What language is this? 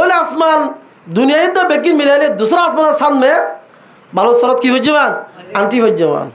Rohingya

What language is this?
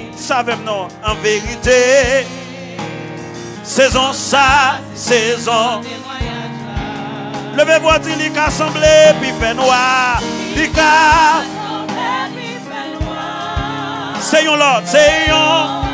Haitian Creole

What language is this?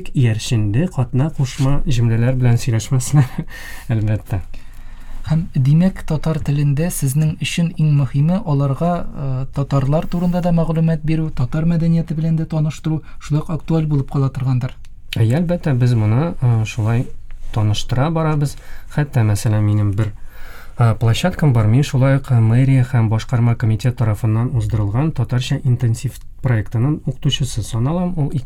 Tatar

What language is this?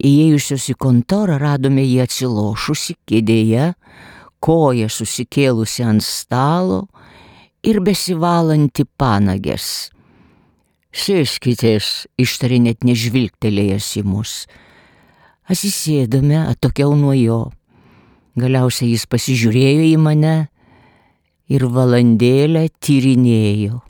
Lithuanian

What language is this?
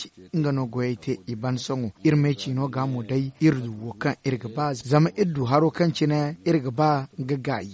Zarma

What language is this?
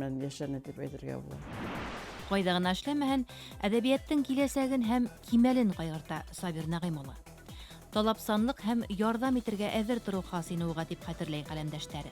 Bashkir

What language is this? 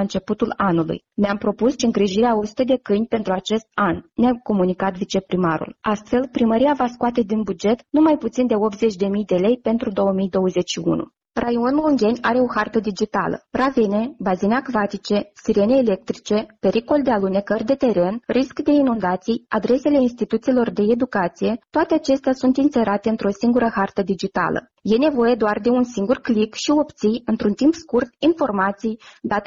Romanian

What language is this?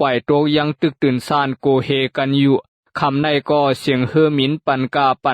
Shan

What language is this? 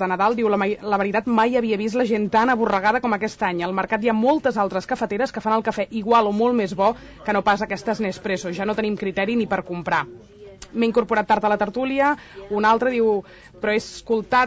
Catalan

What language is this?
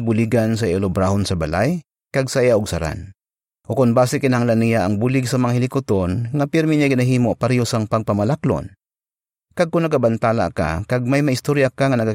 Hiligaynon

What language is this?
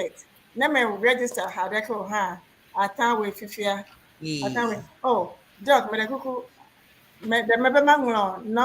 Ewe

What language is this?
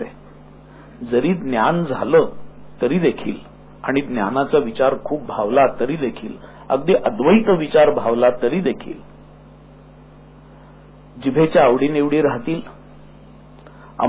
Marathi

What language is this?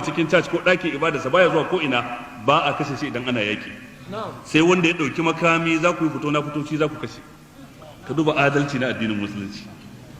Hausa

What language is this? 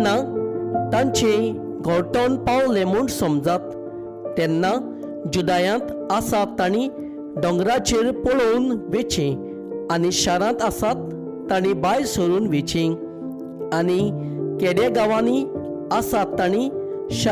Konkani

